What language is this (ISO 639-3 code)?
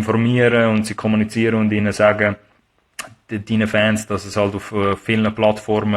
gsw